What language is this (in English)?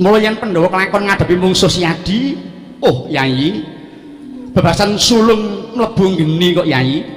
Javanese